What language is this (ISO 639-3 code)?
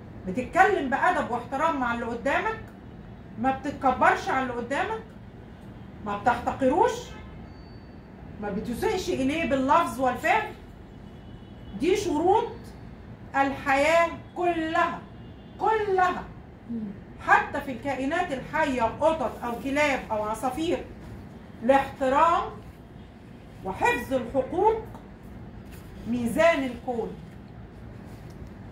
arz